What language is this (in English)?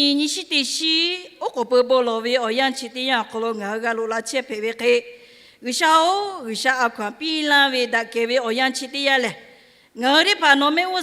Lahu